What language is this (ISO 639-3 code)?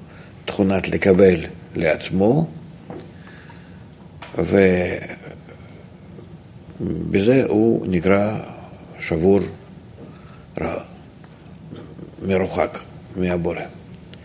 heb